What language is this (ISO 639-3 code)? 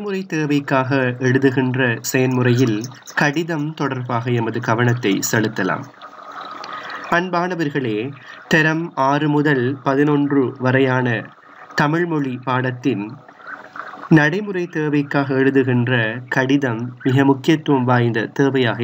tam